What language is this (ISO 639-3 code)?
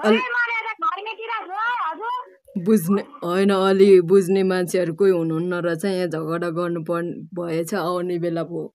nep